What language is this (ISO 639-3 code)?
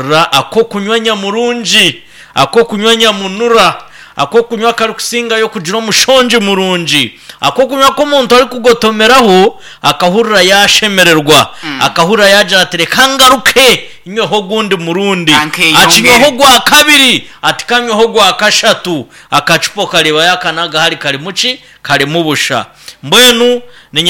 nyn